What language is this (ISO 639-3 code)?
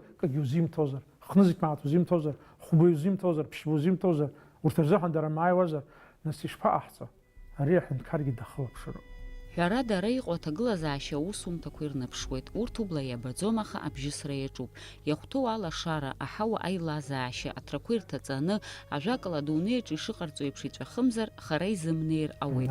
abk